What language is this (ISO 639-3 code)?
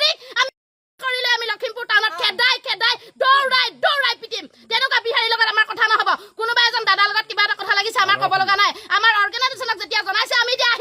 asm